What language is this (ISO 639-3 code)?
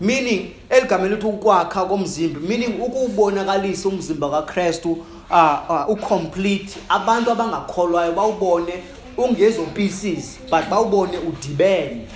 xho